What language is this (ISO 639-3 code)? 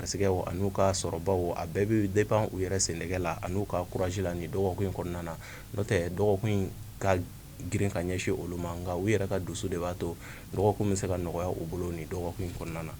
bam